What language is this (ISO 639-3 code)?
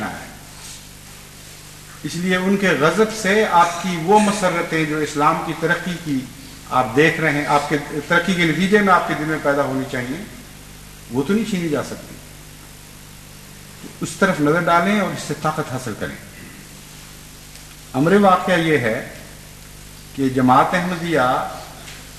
urd